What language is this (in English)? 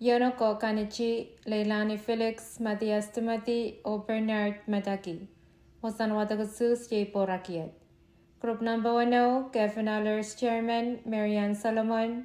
Pohnpeian